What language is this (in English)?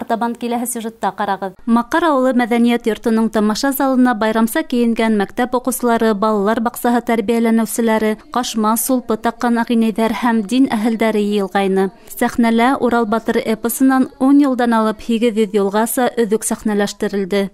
Bashkir